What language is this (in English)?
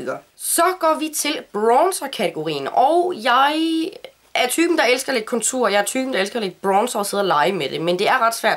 Danish